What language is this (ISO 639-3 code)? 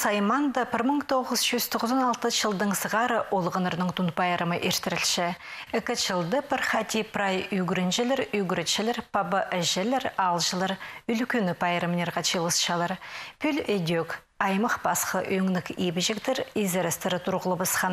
kjh